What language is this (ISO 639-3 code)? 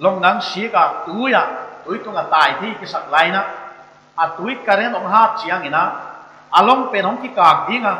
pck